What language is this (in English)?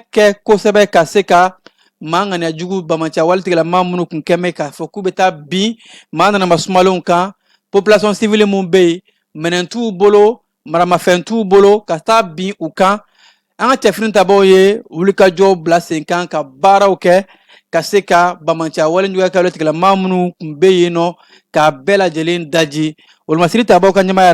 Bambara